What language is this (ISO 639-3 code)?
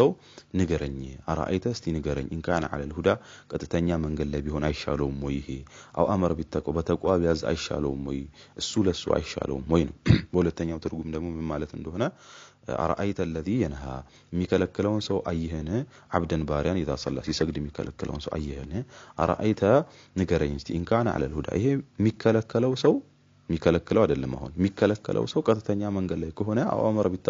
amh